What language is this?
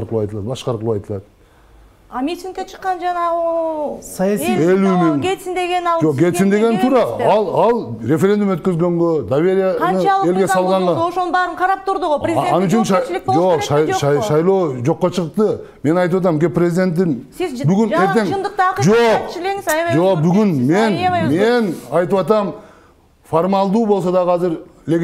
Kyrgyz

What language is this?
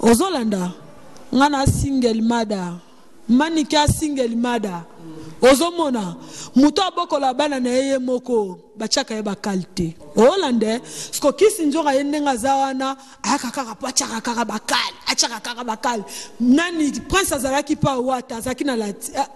Lingala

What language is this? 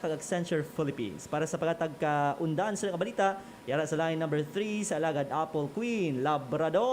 Hiligaynon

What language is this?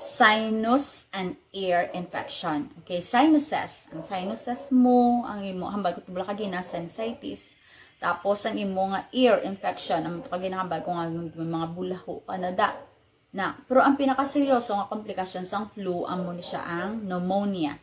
Hiligaynon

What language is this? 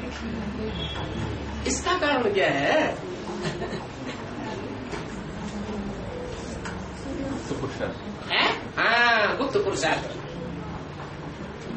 Hindi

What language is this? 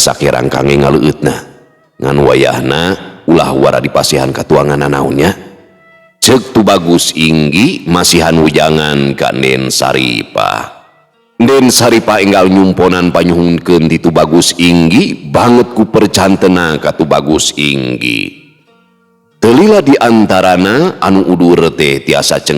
Sundanese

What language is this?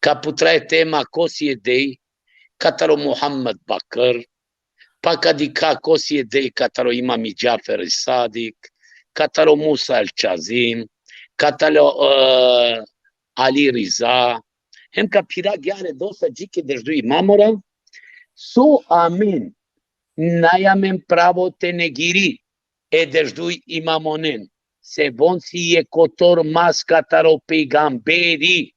Balkan Romani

